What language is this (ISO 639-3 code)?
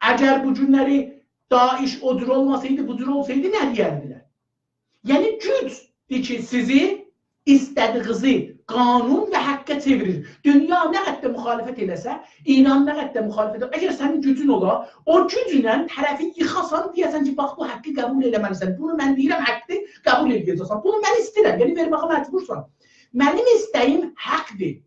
azb